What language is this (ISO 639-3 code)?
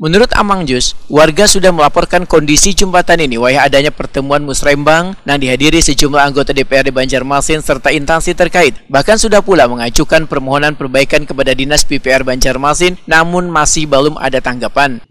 bjn